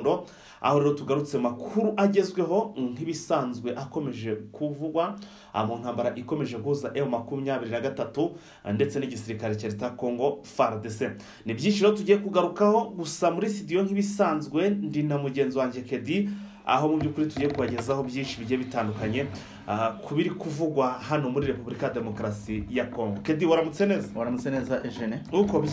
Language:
Kinyarwanda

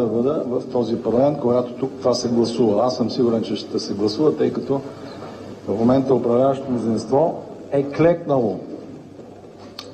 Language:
Bulgarian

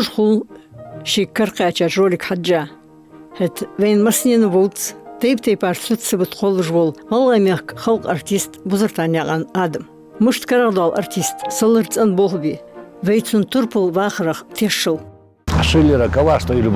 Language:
Ingush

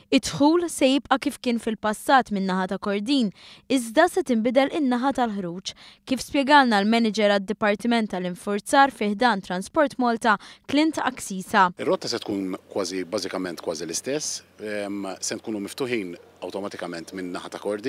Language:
Maltese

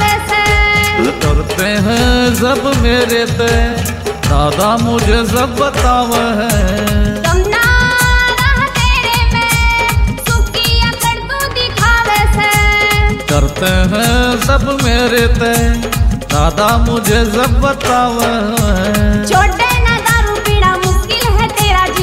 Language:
Haryanvi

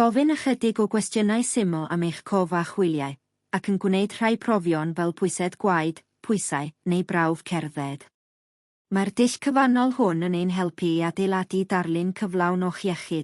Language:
Welsh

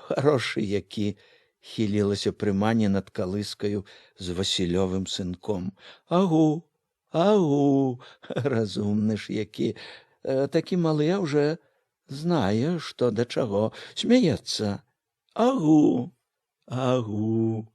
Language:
Belarusian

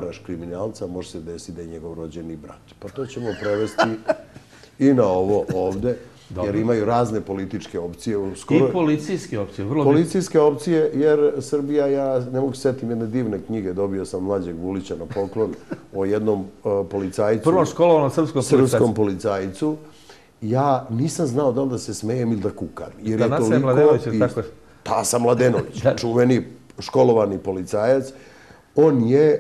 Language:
Serbian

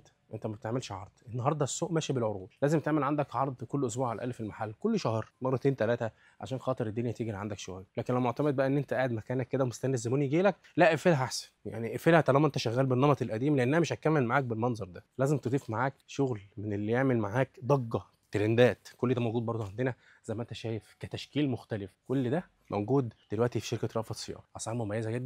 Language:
Egyptian Arabic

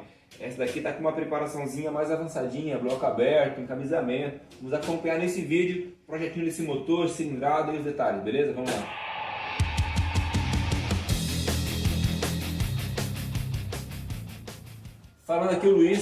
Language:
Portuguese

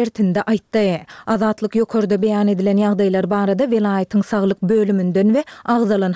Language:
Turkmen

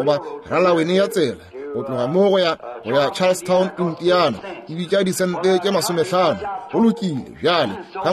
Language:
Northern Sotho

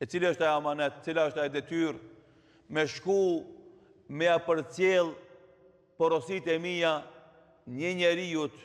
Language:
Albanian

